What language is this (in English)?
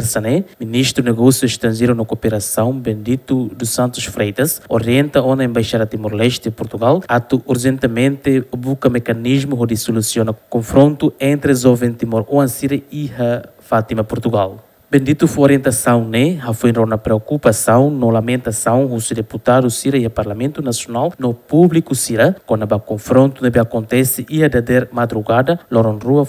Tetum